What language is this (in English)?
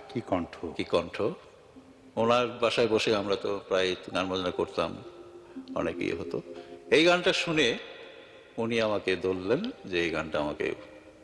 Bangla